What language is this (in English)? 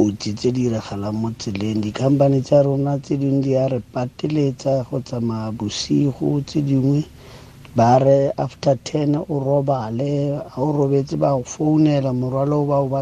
Tswana